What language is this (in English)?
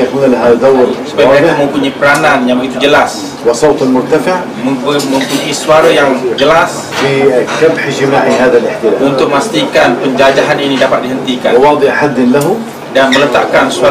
Malay